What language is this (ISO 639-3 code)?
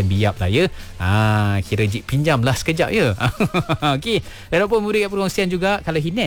msa